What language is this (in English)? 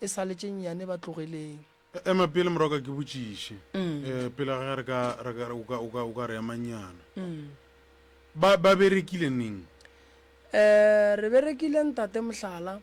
Northern Sotho